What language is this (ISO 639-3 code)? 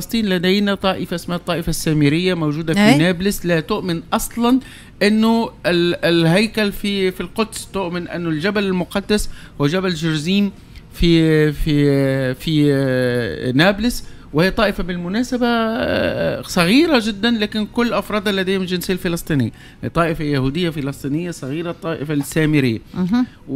aeb